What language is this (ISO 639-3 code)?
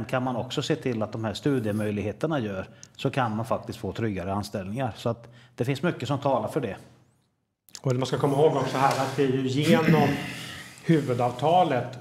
swe